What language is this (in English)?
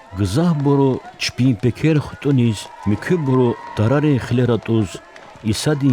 Lezghian